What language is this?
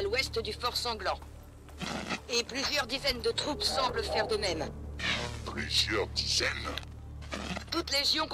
French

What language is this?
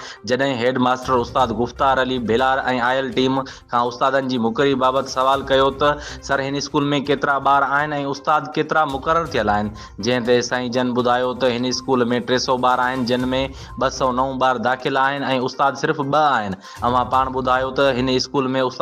Sindhi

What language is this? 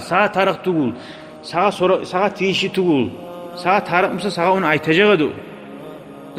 Kumyk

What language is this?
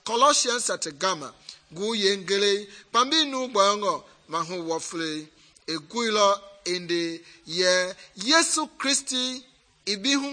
Mende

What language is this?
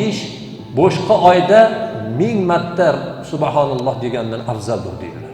Uzbek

